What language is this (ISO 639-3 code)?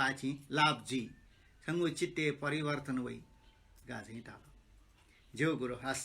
new